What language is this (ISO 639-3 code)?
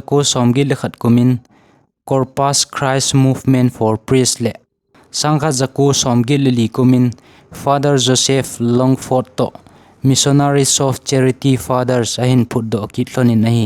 tcz